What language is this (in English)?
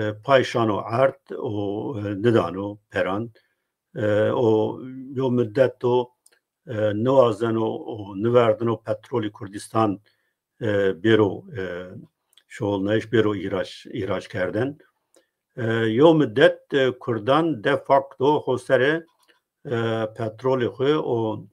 Zaza